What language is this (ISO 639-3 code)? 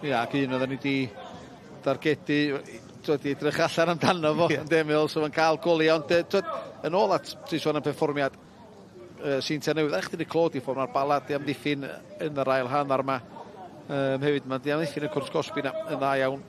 cym